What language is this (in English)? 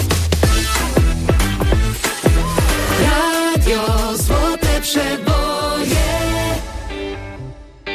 Polish